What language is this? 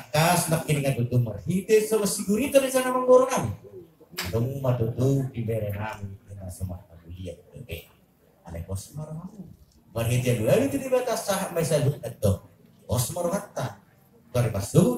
Batak Toba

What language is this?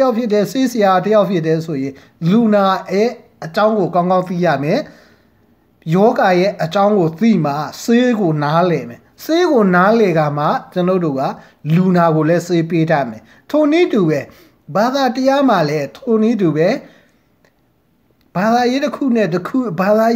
Burmese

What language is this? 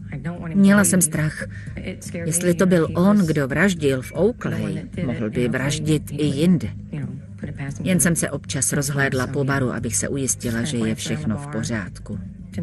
Czech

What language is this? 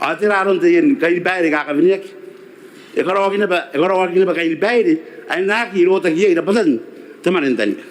Gilbertese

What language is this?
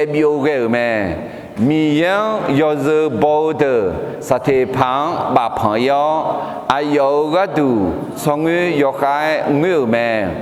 Akha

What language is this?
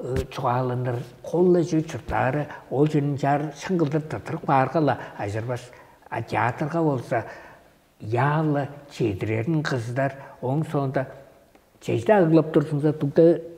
Tuvinian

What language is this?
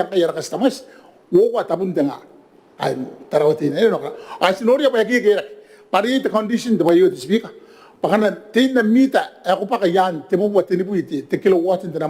Gilbertese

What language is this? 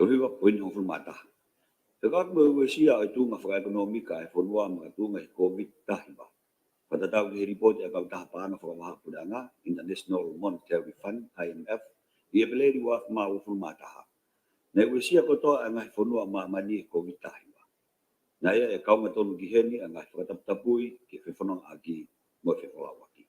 Tongan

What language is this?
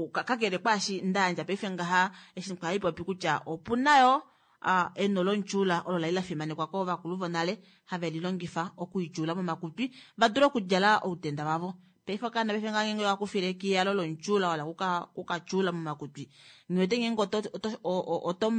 Kuanyama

